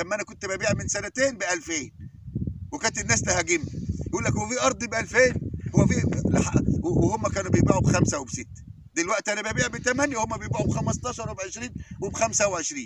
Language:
Egyptian Arabic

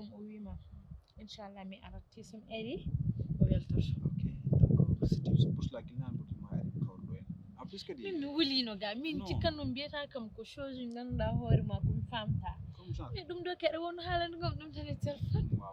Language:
Fula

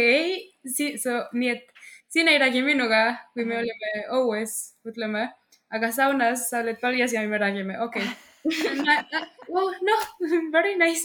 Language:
Estonian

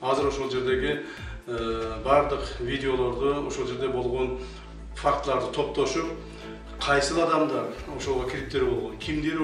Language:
Kyrgyz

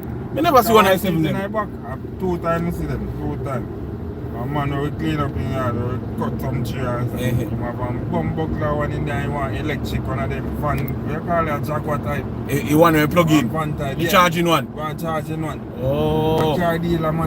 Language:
Jamaican Creole English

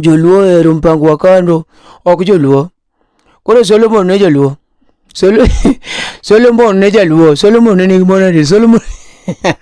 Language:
Luo (Kenya and Tanzania)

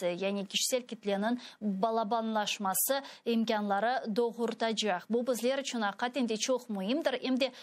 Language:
Crimean Tatar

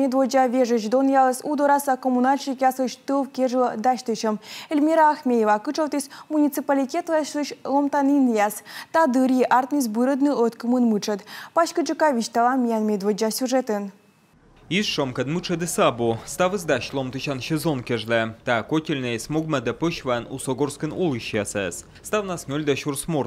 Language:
Komi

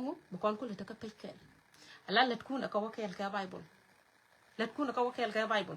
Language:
Nuer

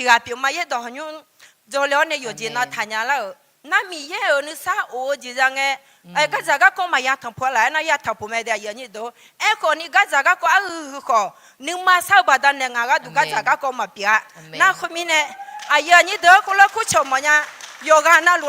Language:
Akha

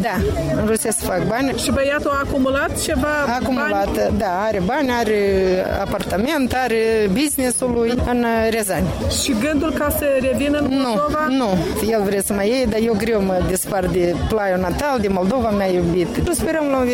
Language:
Romanian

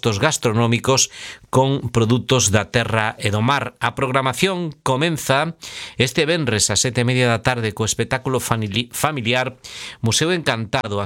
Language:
Galician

